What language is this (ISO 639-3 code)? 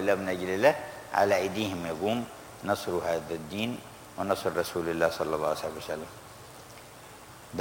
ara